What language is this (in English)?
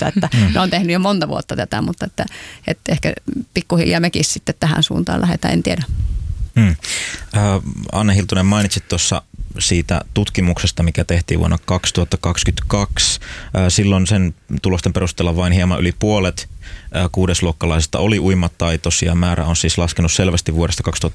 Finnish